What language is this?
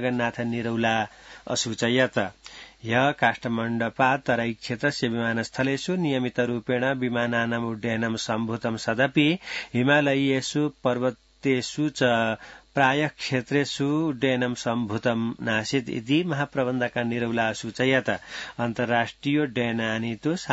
Sanskrit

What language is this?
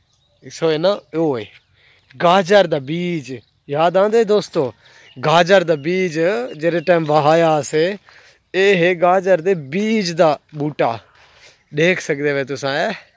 Saraiki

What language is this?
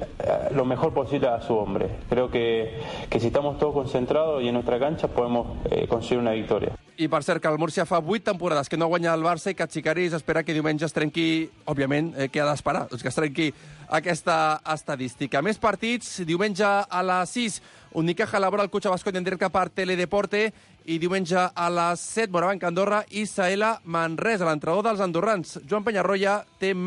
Catalan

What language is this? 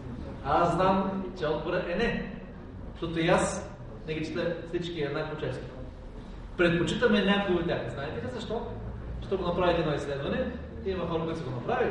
Bulgarian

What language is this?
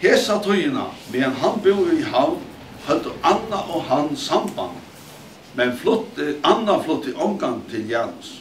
Faroese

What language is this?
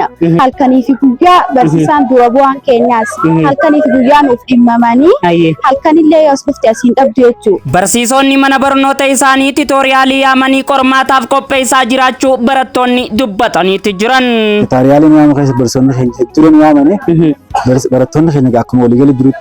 Oromo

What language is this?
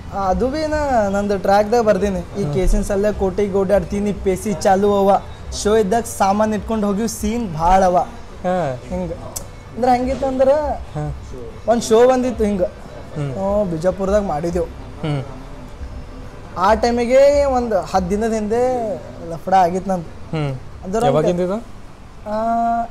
Kannada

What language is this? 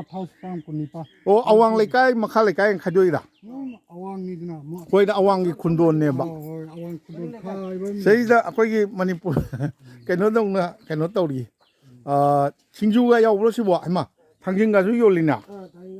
Manipuri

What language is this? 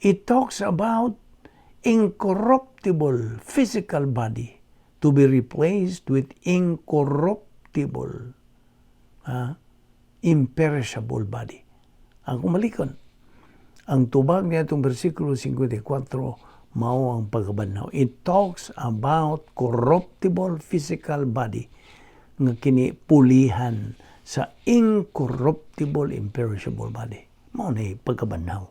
Cebuano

